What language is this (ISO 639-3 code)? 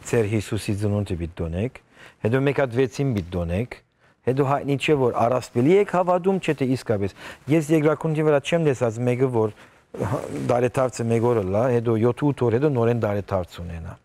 hyw